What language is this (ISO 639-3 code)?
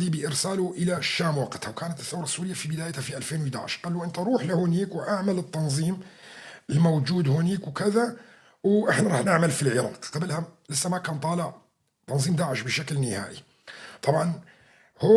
apc